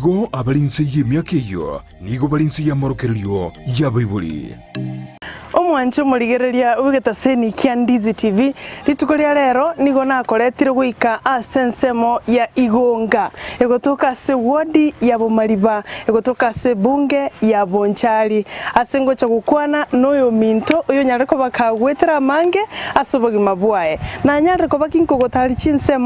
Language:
Gusii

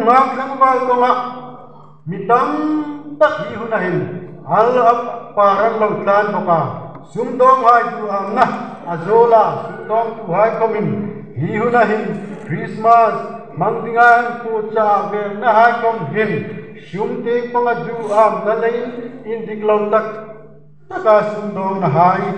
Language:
Hmar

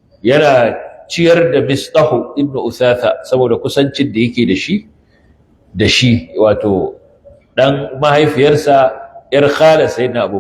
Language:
Hausa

